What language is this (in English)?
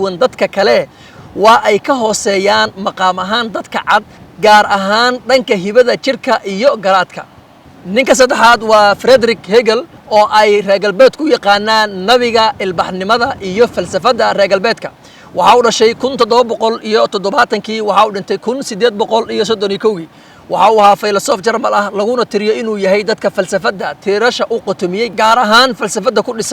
Somali